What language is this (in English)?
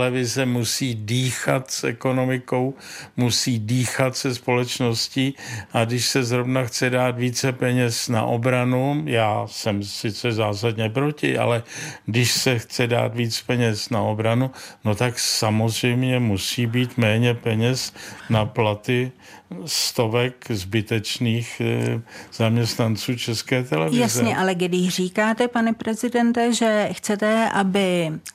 Czech